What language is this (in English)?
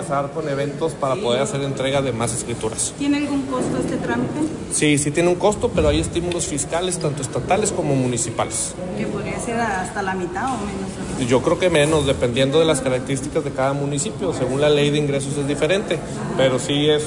Spanish